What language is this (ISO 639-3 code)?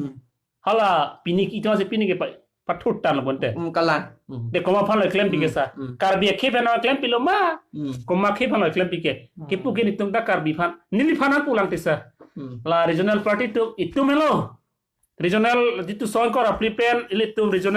mjw